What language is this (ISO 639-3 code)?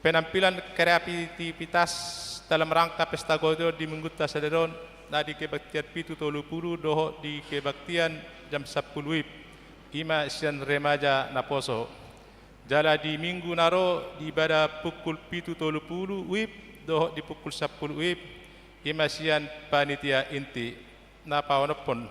bbc